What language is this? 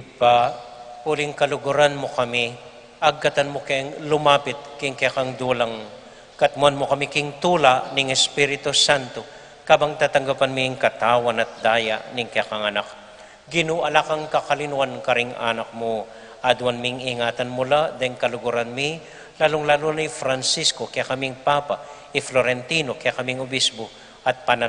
Pampanga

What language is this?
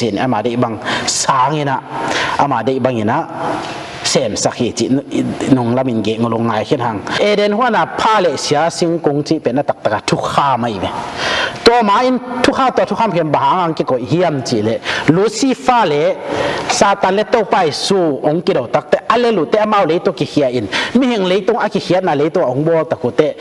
Tedim Chin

